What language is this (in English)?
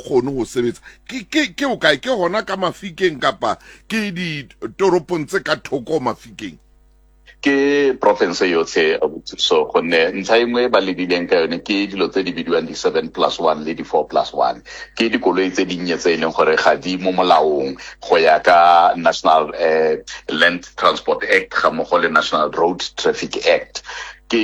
Tswana